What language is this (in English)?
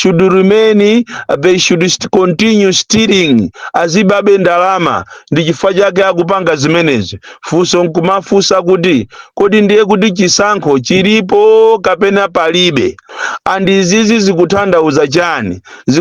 Nyanja